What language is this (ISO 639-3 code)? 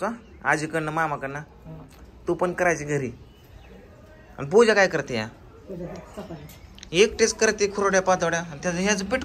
mar